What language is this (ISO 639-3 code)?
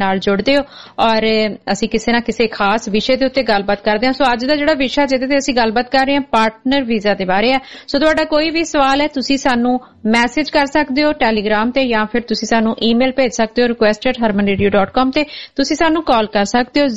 pan